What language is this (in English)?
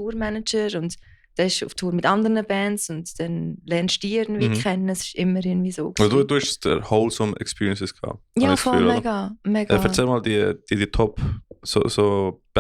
Swiss German